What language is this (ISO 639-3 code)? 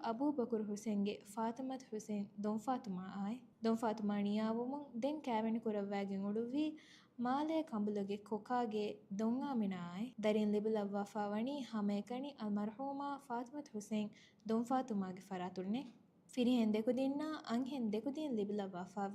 div